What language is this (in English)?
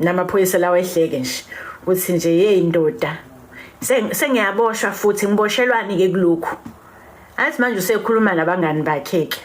Zulu